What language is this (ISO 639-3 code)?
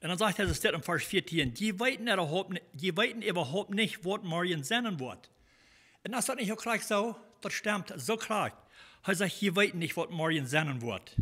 pdt